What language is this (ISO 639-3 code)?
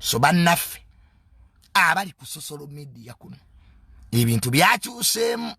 lug